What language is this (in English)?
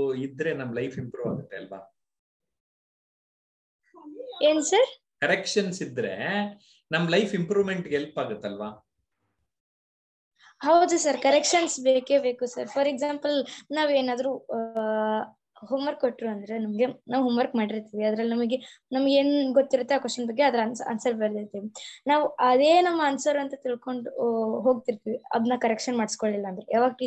Kannada